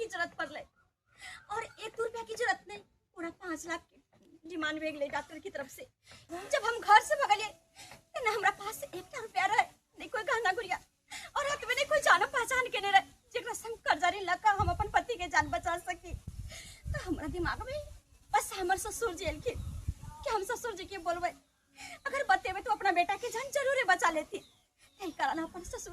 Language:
Maithili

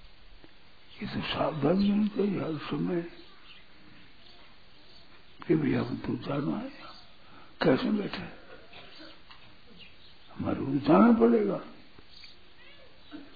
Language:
Hindi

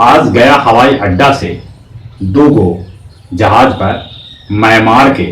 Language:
Magahi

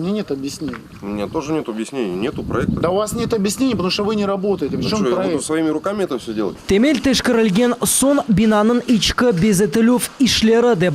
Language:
Crimean Tatar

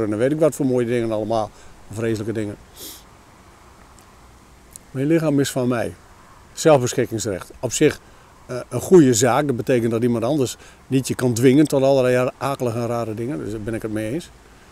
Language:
Dutch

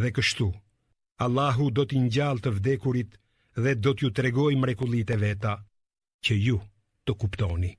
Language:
Albanian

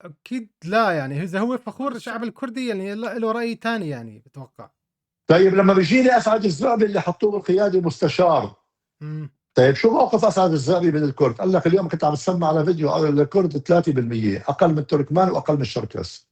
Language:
North Levantine Arabic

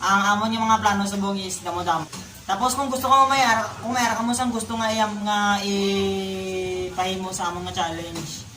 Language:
Hiligaynon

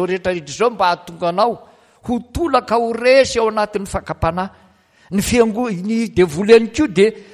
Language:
Malagasy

